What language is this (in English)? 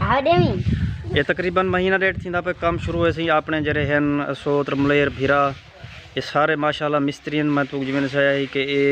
Saraiki